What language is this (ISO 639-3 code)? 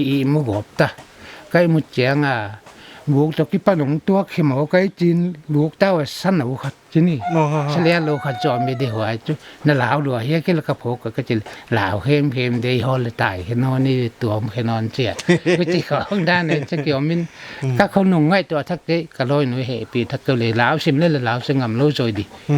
pck